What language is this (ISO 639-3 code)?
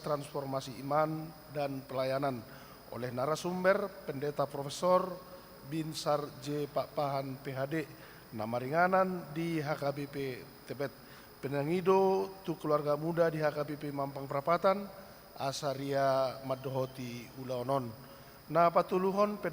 bbc